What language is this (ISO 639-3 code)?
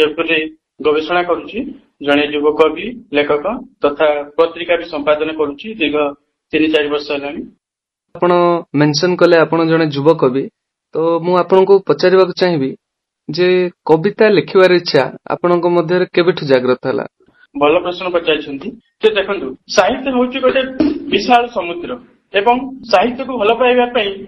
ori